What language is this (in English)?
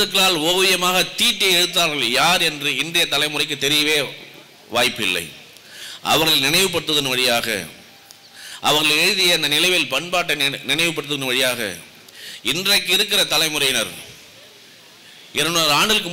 Tamil